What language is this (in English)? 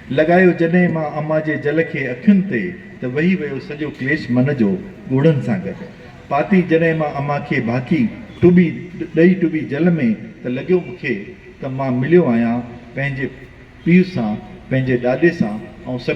Sindhi